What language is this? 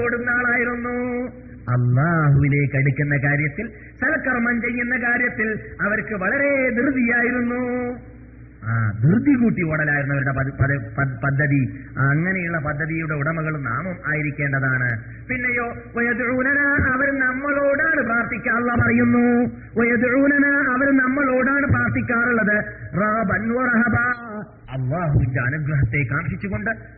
Malayalam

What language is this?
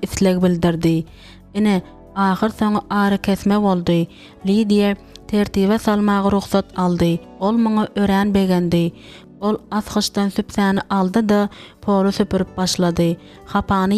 Turkmen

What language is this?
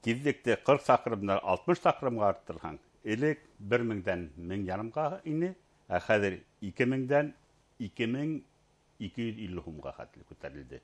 Bashkir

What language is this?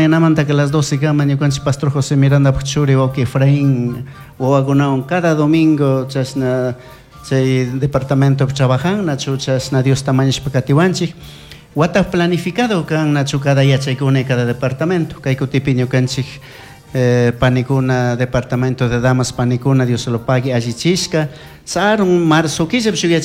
Chimborazo Highland Quichua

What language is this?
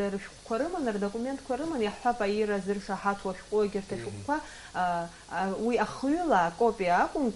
Abkhazian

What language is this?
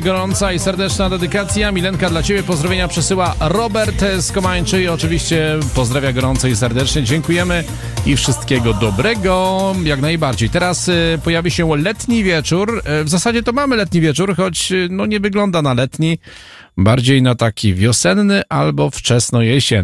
Polish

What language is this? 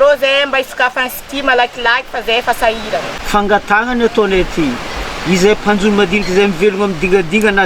Malagasy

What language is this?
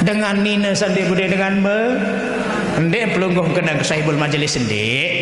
Sasak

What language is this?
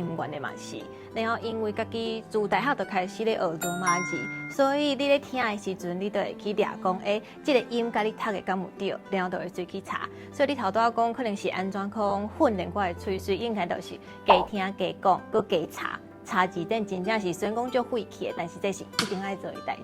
Min Nan Chinese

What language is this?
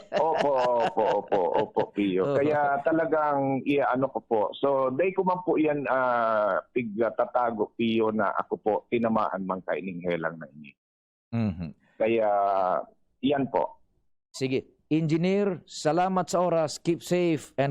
Bikol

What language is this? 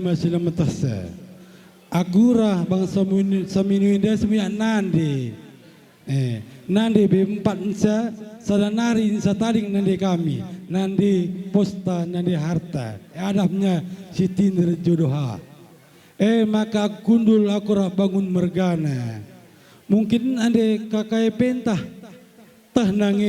Batak Karo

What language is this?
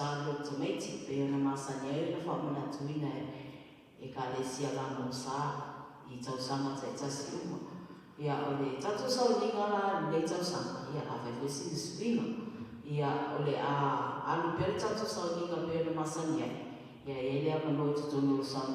Samoan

